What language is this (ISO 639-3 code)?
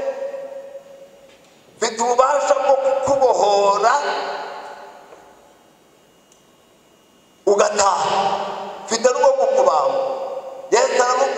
kin